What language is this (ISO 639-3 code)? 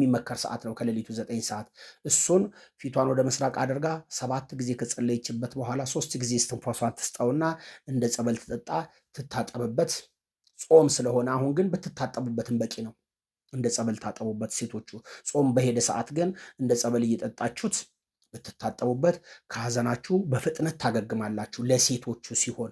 amh